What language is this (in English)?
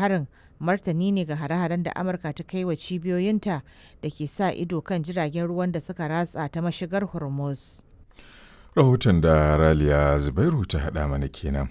Hausa